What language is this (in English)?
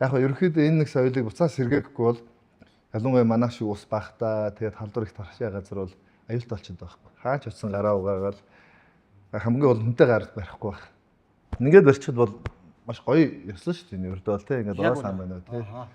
Mongolian